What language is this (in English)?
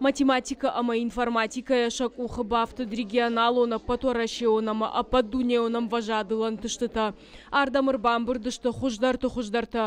Ossetic